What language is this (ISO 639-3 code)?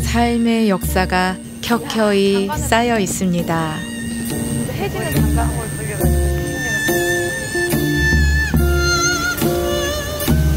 kor